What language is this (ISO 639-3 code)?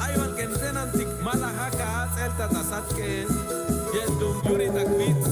cac